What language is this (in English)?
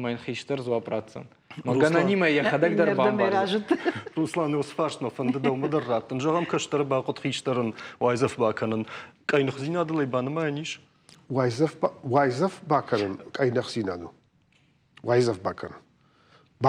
Ossetic